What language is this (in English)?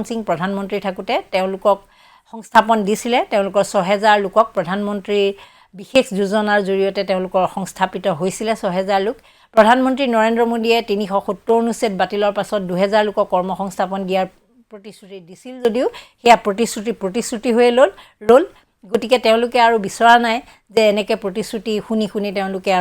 Assamese